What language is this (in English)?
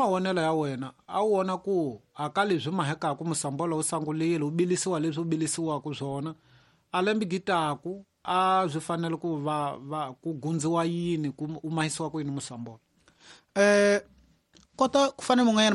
Tsonga